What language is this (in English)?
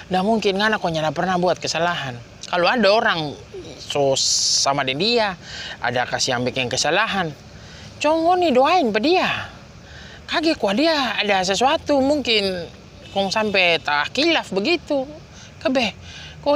Manado Malay